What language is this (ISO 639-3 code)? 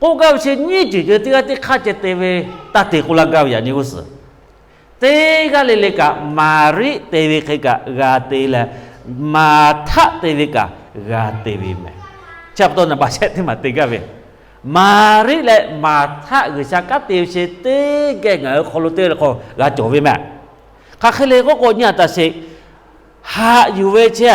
lhu